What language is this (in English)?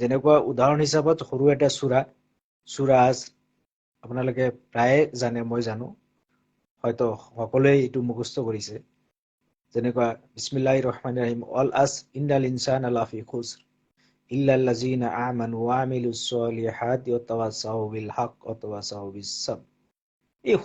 Assamese